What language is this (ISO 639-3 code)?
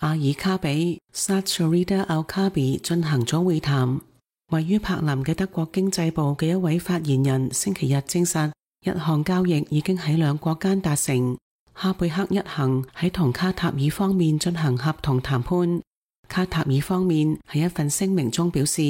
yue